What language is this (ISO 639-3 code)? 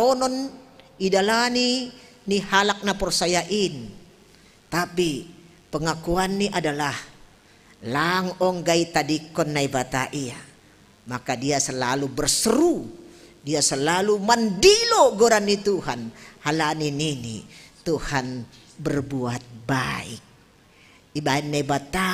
bts